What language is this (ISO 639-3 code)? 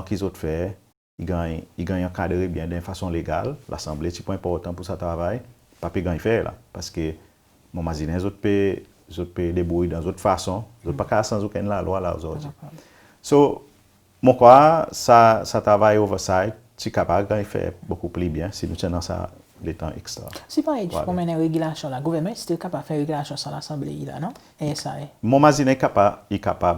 crs